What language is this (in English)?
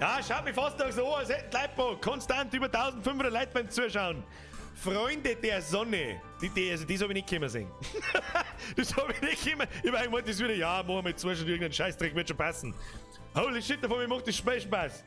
Bavarian